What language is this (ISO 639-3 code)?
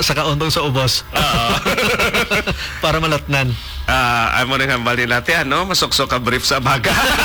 hil